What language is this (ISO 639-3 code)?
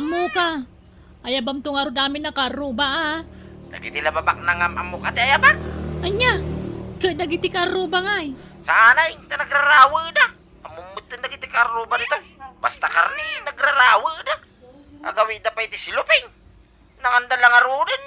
ilo